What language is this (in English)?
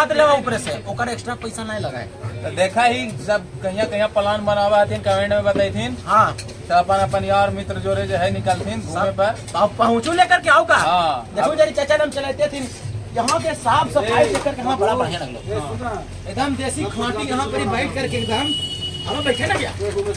Magahi